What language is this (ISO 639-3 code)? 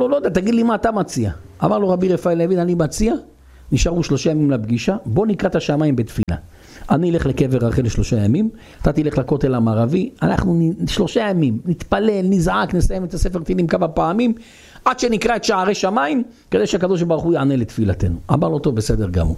heb